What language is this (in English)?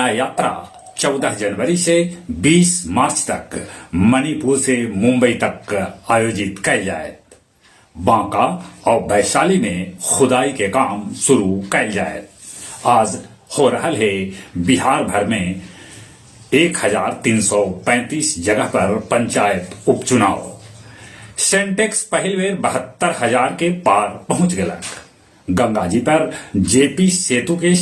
Magahi